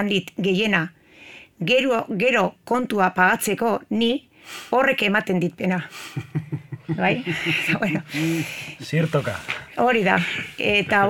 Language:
Basque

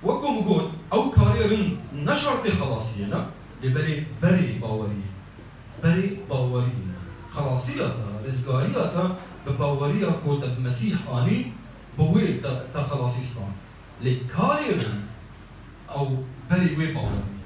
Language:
Kurdish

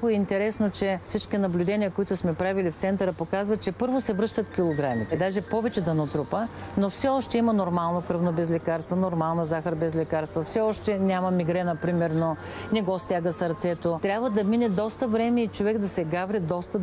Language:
Bulgarian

